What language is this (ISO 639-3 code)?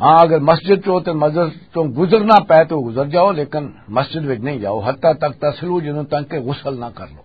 lah